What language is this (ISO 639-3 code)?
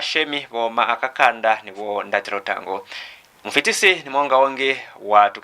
loz